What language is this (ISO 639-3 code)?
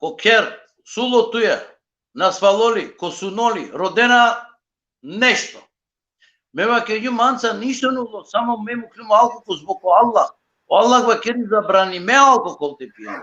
rmn